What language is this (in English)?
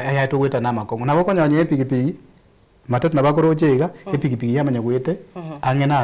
Gusii